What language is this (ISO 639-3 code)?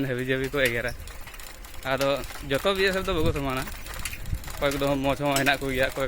sat